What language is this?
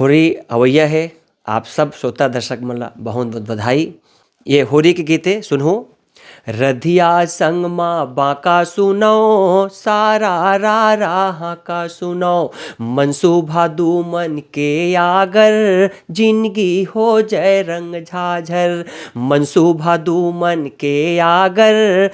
Chhattisgarhi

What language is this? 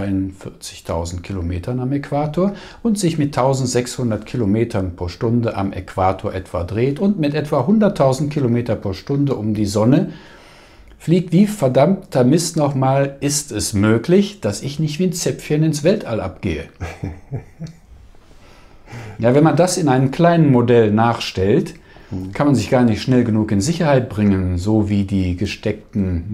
German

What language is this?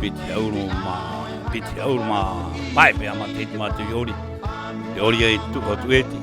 Rapanui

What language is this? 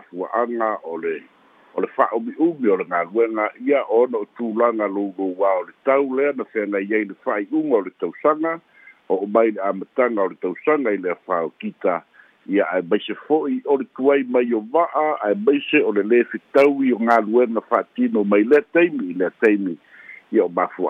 Samoan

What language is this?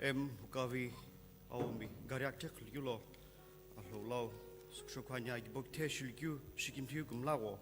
Sumi Naga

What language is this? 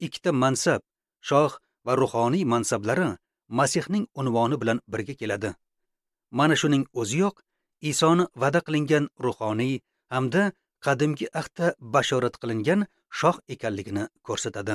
Uzbek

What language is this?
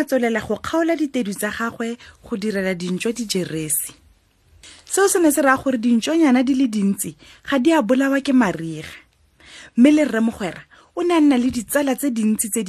Tswana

